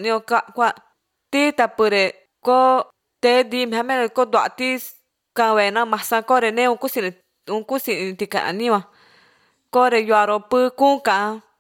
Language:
Albanian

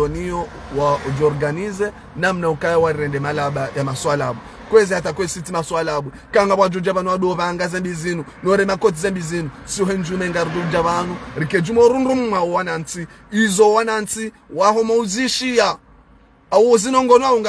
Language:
Ngazidja Comorian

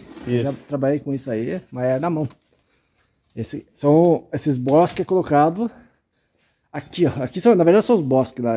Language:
Portuguese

